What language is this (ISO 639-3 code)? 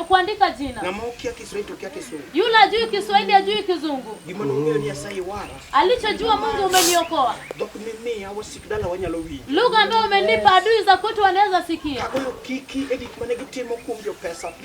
luo